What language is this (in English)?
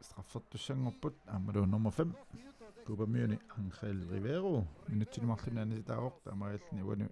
Kalaallisut